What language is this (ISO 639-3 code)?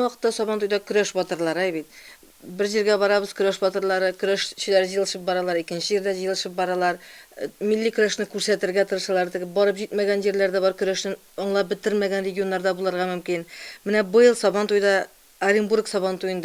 tat